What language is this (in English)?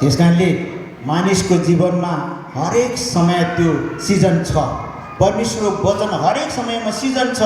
Nepali